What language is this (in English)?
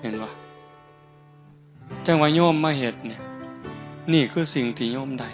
Northeastern Thai